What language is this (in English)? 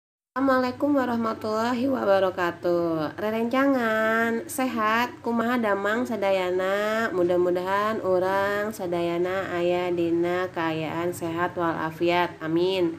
Sundanese